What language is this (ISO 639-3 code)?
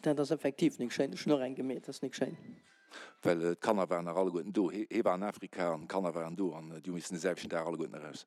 ltz